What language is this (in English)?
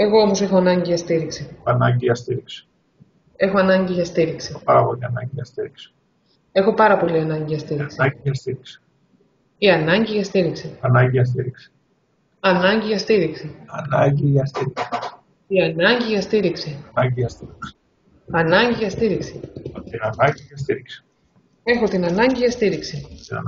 Greek